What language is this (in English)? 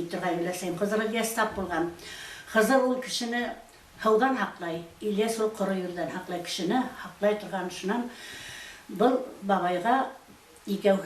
Bashkir